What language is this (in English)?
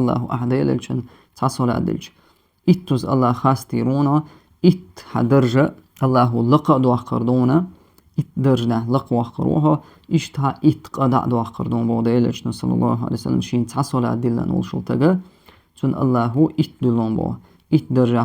Chechen